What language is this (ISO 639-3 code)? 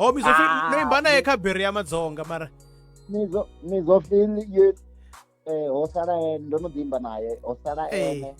ven